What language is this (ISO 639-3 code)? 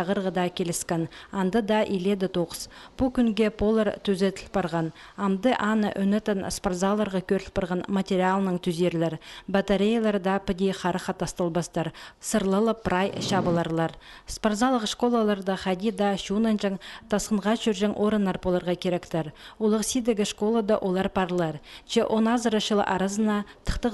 kjh